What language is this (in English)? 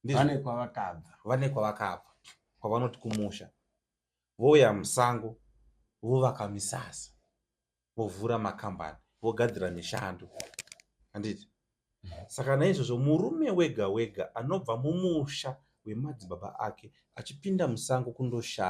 Shona